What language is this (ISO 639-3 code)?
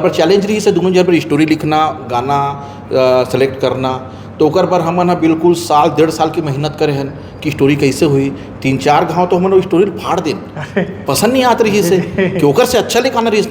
hne